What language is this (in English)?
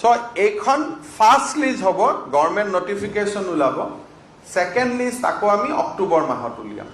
Assamese